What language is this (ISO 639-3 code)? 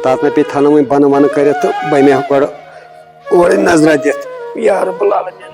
kas